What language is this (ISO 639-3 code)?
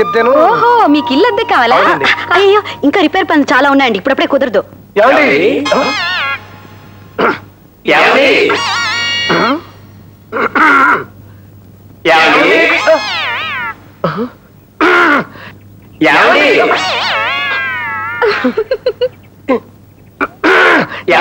tel